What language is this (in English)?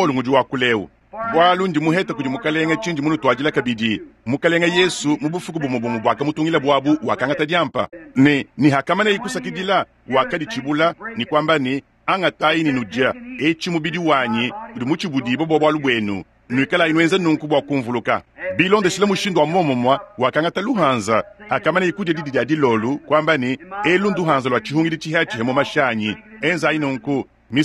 Luba-Lulua